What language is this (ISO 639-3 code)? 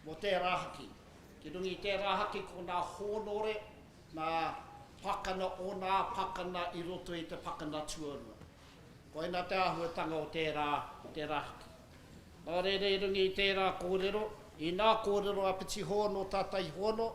mri